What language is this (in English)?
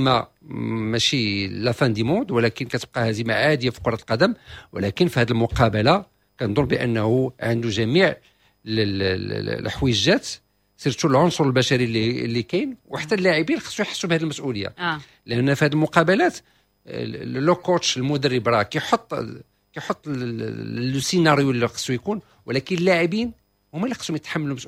Moroccan Arabic